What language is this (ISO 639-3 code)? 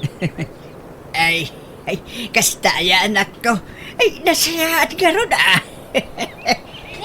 ilo